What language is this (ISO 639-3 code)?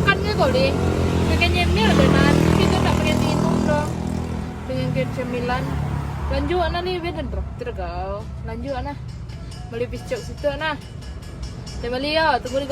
min